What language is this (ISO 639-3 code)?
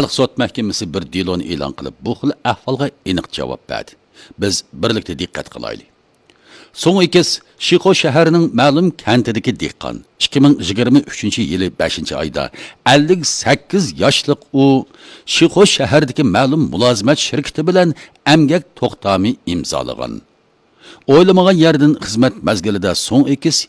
uig